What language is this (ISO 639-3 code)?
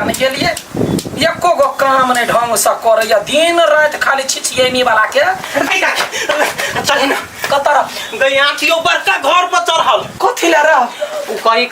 mai